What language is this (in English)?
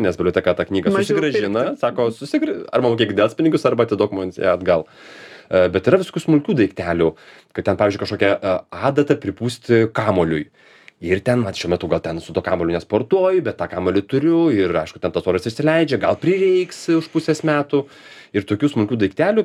Lithuanian